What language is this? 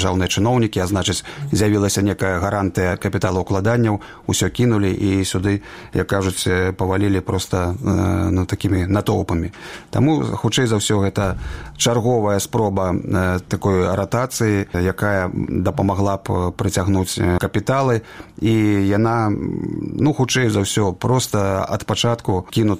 Belarusian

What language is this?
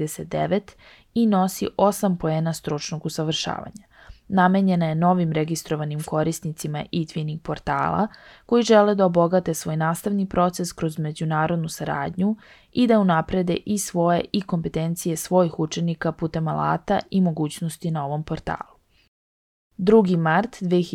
Serbian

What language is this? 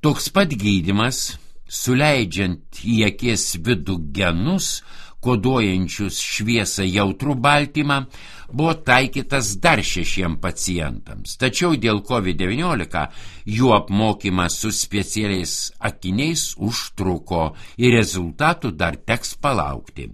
Lithuanian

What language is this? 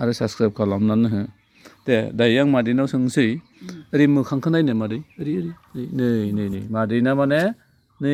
Bodo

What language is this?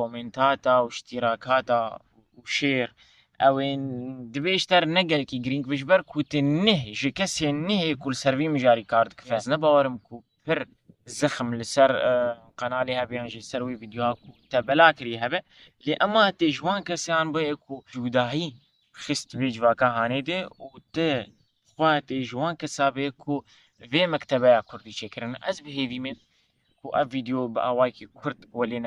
Kurdish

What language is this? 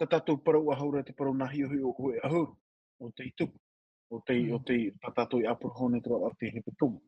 Tahitian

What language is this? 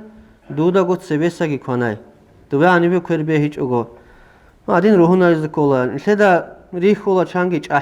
Avaric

